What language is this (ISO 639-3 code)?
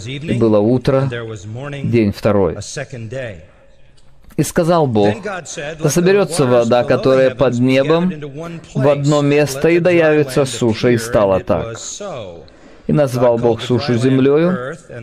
rus